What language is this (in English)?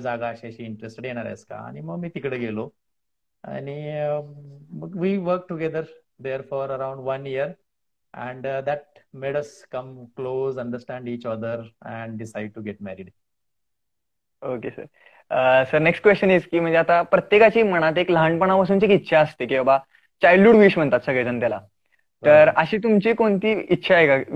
Marathi